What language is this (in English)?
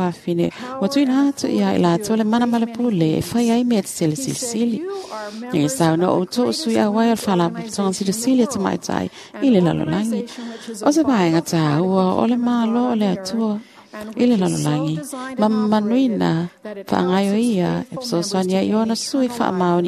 Samoan